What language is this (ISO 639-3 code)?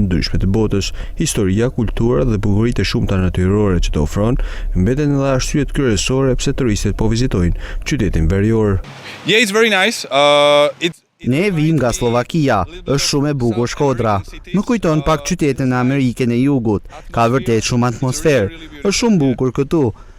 sqi